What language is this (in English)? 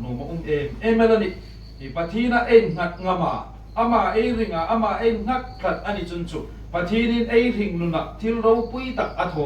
Hmar